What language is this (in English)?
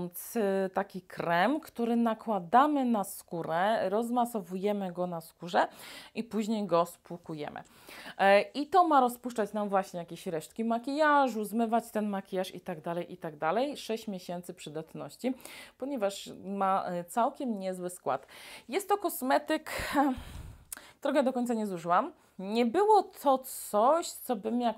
Polish